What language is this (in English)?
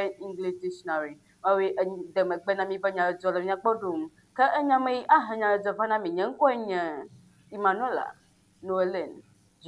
Ewe